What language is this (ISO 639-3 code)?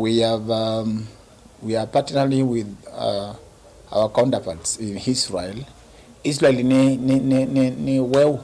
kam